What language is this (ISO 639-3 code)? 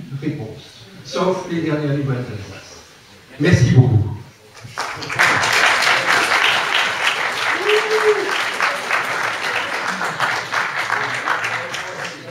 fra